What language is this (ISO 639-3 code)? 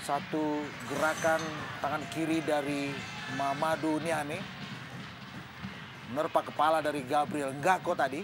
ind